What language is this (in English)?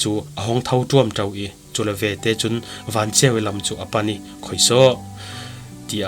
Falam Chin